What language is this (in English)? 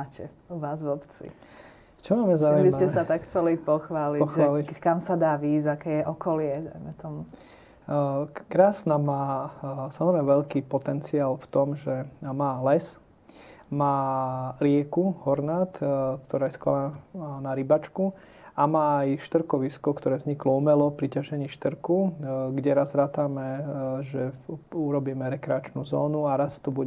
Slovak